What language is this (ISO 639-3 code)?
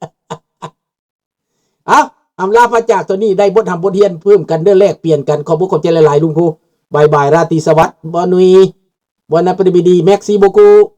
lao